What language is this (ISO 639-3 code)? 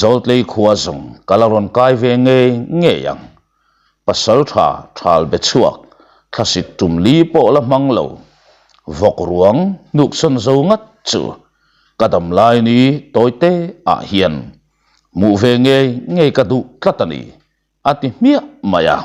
lus